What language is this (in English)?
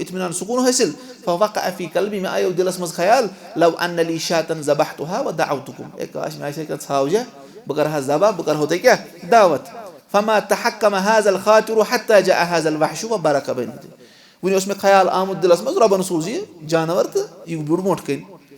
Kashmiri